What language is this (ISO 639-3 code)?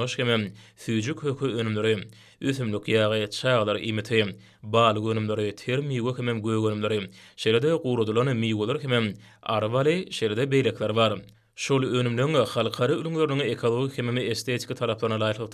tuk